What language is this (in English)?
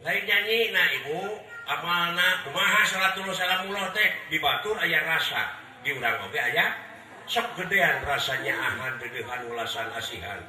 Sundanese